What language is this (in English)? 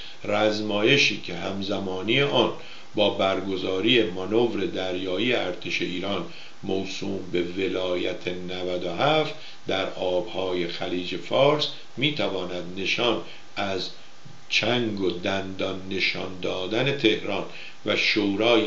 Persian